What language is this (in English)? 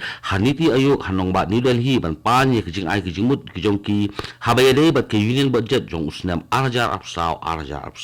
Khasi